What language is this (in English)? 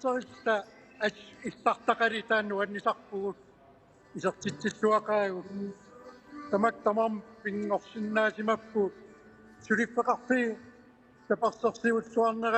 Kalaallisut